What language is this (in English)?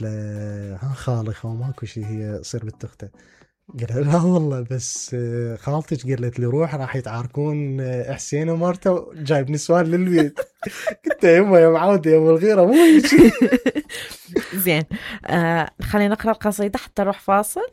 Mesopotamian Arabic